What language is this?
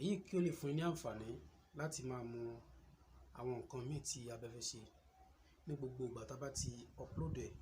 Yoruba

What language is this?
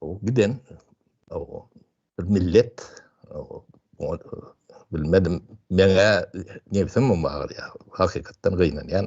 Turkmen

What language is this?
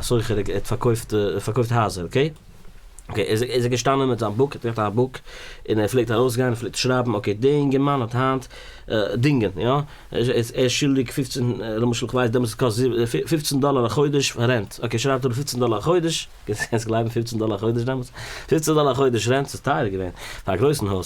Yiddish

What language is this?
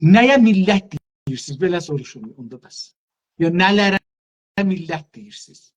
South Azerbaijani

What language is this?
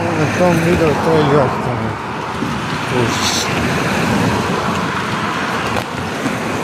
Croatian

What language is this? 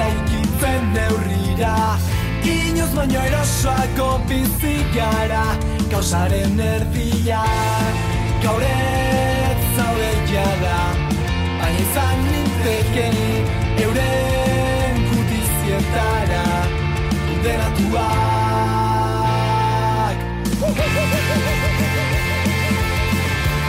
Basque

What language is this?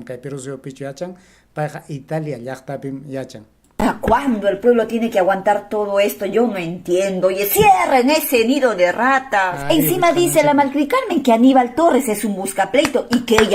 Ayacucho Quechua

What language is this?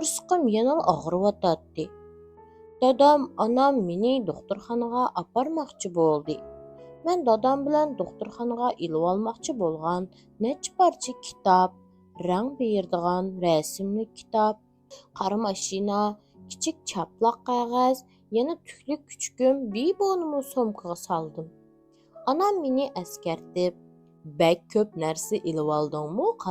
Uyghur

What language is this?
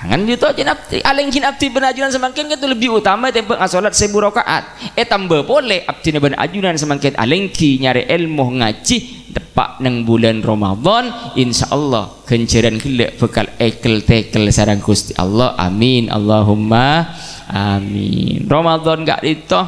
Madurese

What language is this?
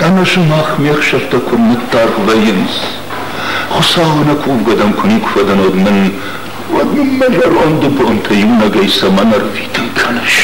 Ossetic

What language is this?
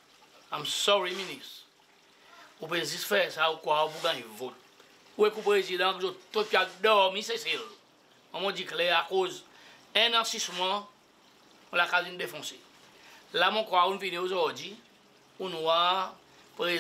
Seselwa Creole French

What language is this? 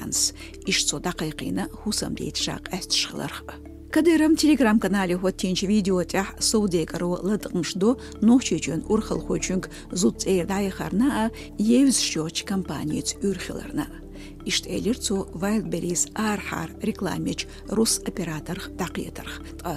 Chechen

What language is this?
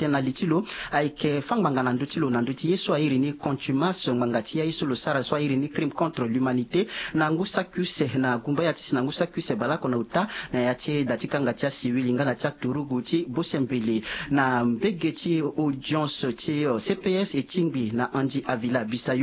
Sango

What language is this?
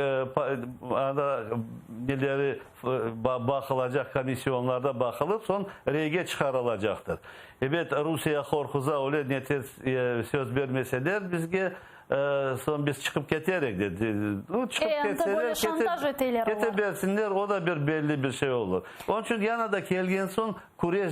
Crimean Tatar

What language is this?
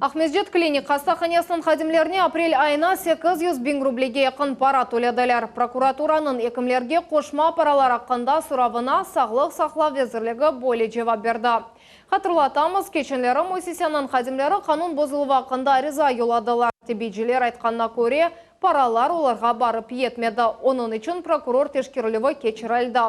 Crimean Tatar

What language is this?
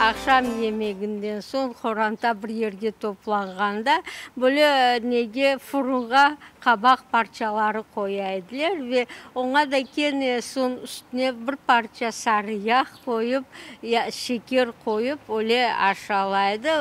Crimean Tatar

